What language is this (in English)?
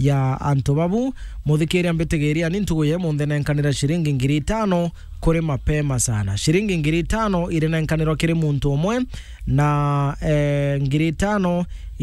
Meru